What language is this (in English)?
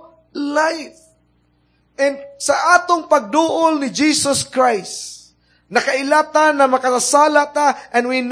Cebuano